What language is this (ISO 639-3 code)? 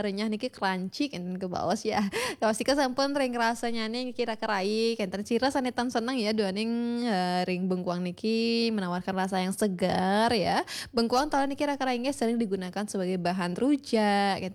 ban